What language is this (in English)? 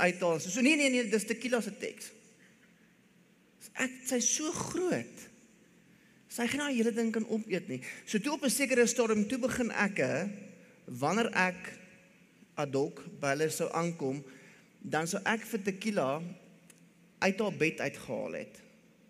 Afrikaans